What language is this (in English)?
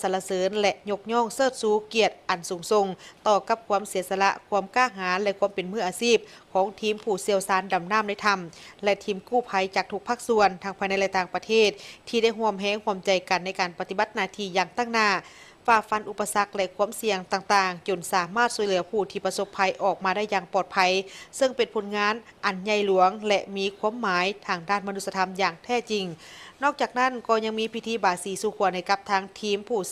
Lao